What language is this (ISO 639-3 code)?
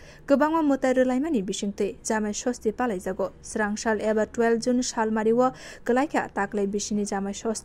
trp